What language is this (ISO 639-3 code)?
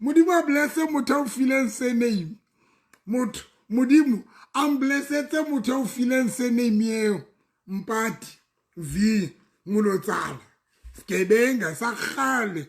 sot